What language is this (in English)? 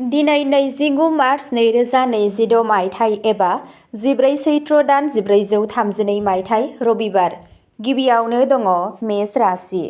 Bodo